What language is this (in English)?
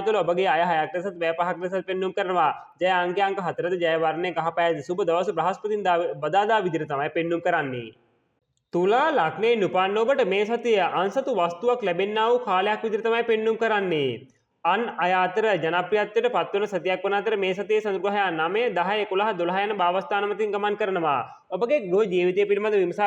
Sinhala